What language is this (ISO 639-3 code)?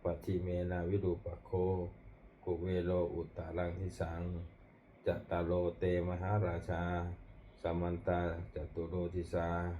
pli